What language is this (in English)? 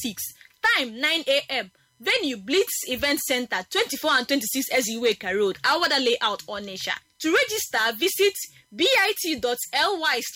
English